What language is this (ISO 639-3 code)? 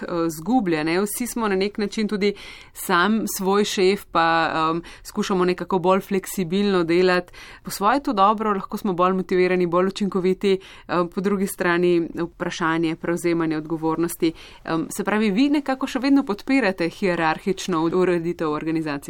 slv